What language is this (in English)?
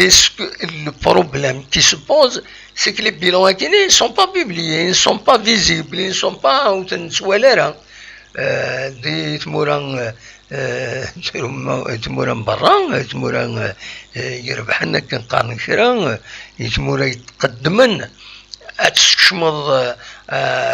Kabyle